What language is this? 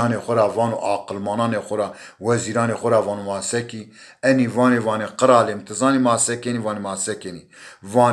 Zaza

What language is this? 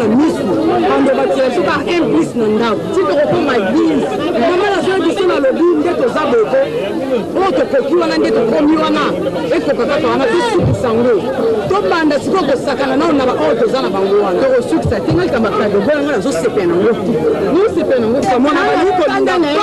Lingala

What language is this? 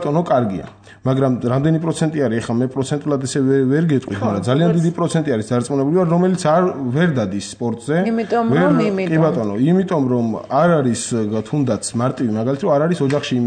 Georgian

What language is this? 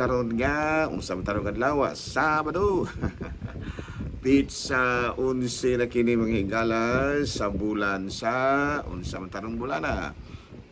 Cebuano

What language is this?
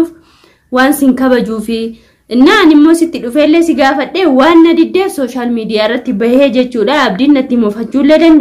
Oromo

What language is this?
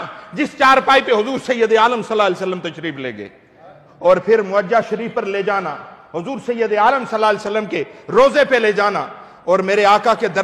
Urdu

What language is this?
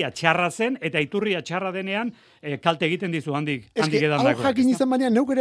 Basque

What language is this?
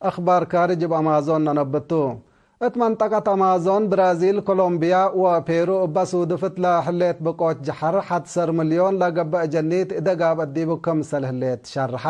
Tigre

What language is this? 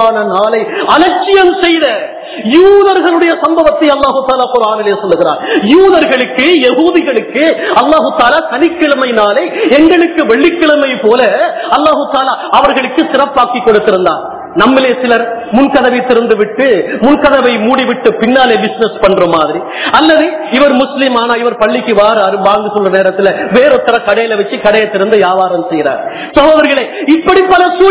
Tamil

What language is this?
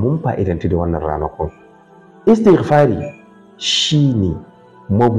Hausa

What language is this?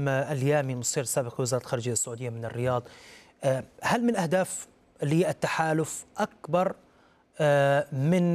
Arabic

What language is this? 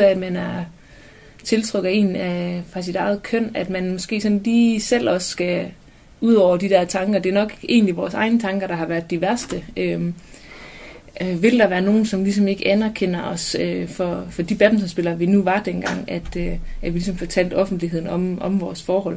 Danish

